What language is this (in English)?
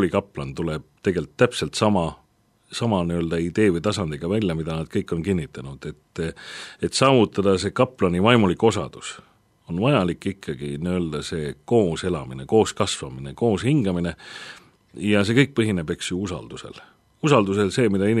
Estonian